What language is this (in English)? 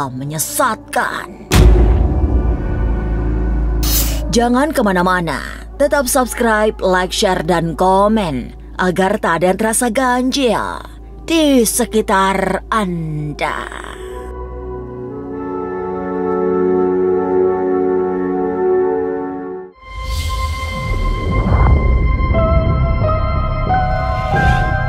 Indonesian